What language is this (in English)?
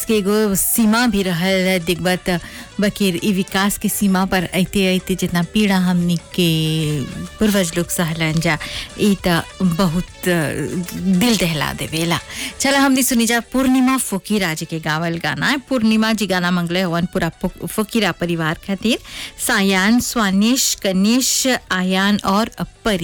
Bhojpuri